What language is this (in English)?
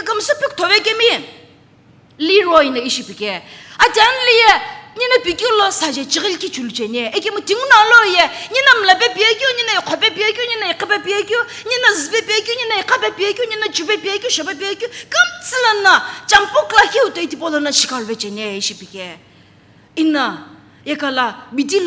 Sumi Naga